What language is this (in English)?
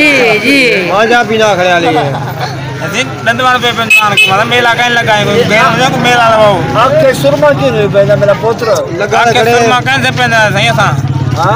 Saraiki